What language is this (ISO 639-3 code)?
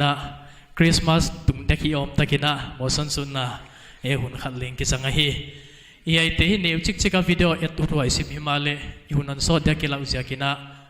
pck